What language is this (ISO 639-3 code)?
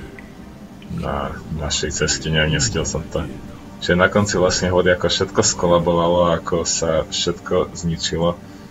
slk